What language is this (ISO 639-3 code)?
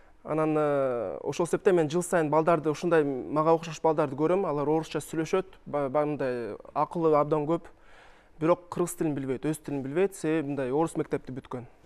kir